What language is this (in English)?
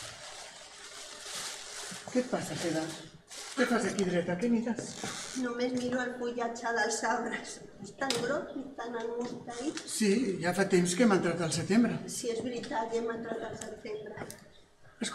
Catalan